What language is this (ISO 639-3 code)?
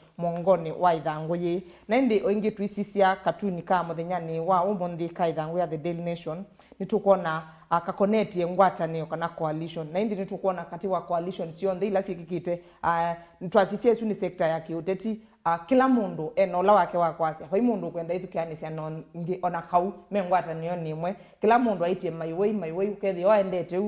kam